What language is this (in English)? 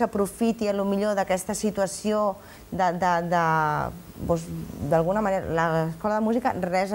Catalan